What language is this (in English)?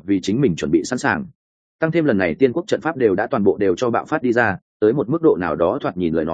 Vietnamese